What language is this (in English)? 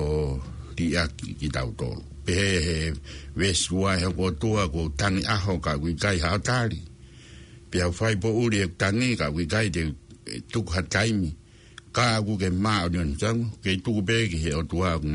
Tongan